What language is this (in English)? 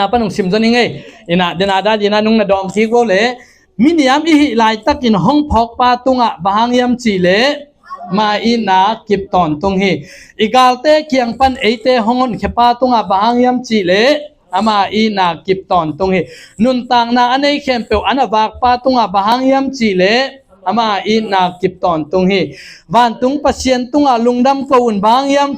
Tedim Chin